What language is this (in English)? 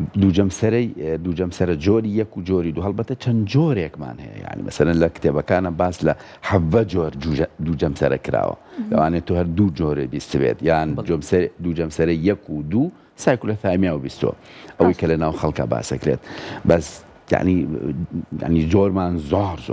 Central Kurdish